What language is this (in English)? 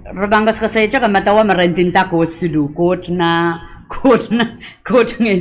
Pohnpeian